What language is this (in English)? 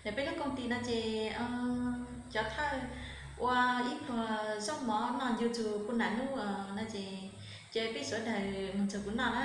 Hmong